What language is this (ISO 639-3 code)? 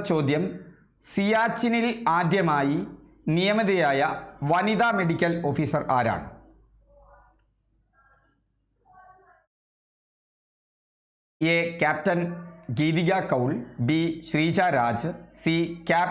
mal